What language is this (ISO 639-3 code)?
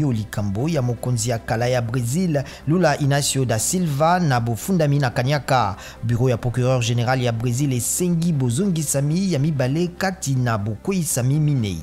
lin